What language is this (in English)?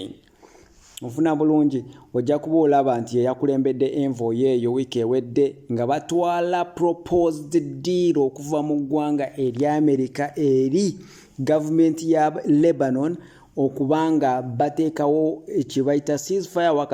Ganda